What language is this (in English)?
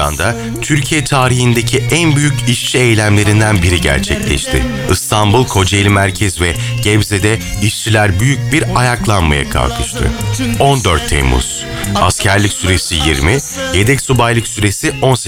Turkish